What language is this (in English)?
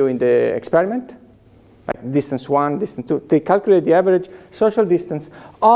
English